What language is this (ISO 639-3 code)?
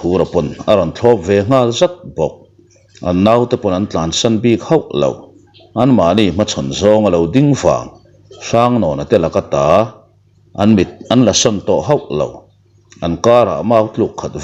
lus